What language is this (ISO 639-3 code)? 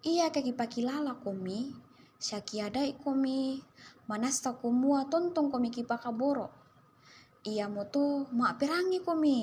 sda